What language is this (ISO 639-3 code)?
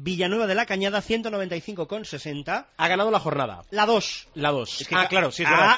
spa